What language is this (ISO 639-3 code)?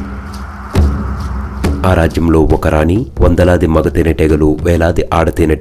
tel